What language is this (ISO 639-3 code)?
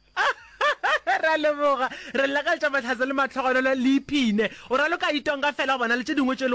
nso